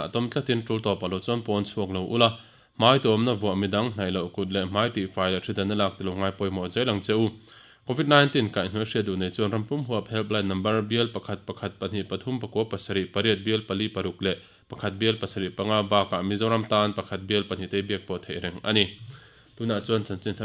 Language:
Mizo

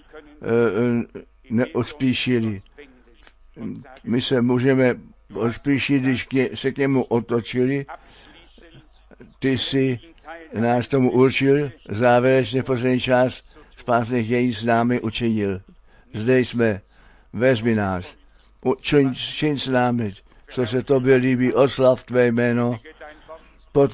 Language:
Czech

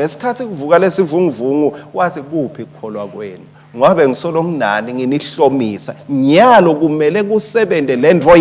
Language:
Swati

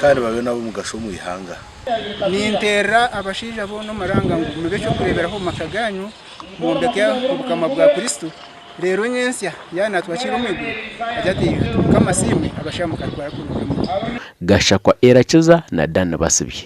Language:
Nyankole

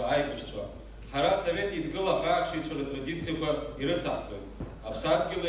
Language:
Abkhazian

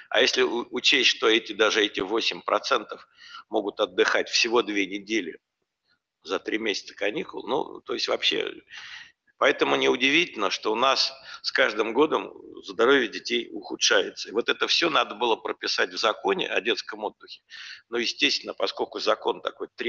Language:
Russian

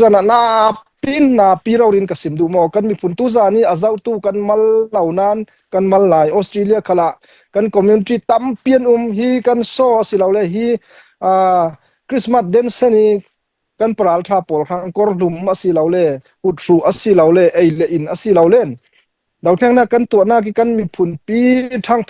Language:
Falam Chin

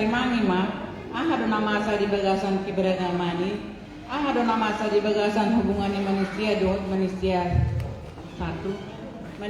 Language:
Batak Toba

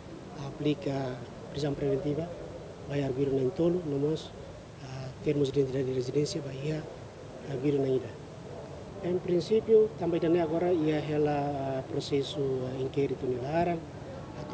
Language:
Tetum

